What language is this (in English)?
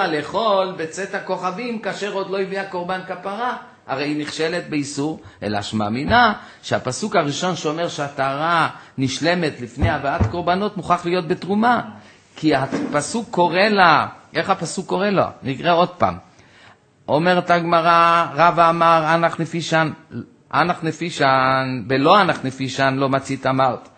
Hebrew